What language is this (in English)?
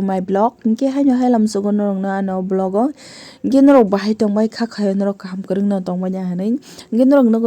Kok Borok